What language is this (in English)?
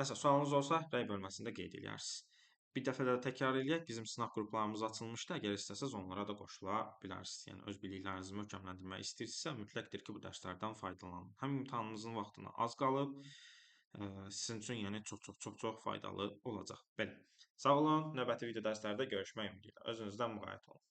Azerbaijani